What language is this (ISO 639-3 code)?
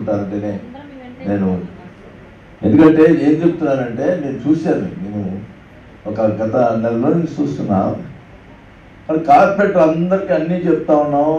tel